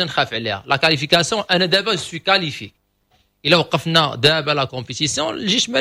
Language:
Moroccan Arabic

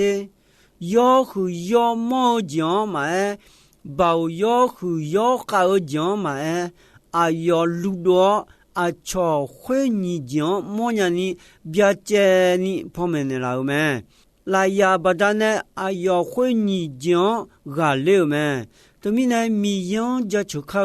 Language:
Akha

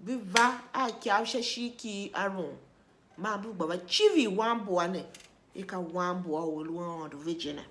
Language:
Tiv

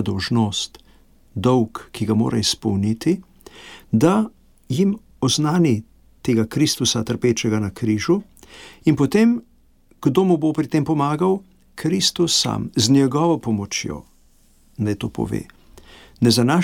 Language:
Slovenian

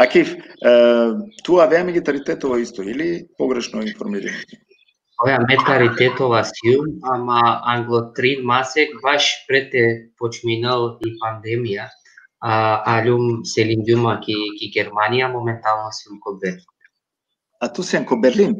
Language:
Balkan Romani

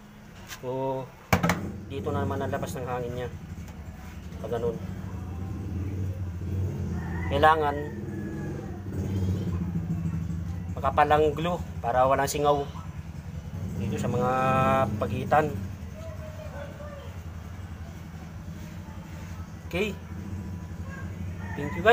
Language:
Filipino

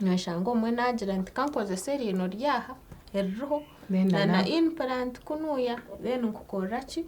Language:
Nyankole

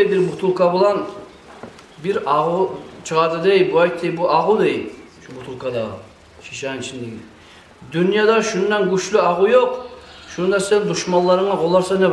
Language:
Kumyk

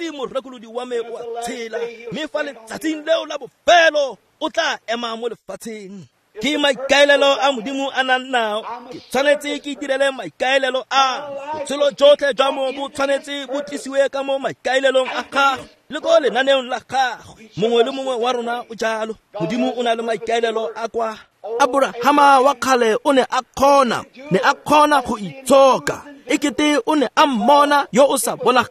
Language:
Tswana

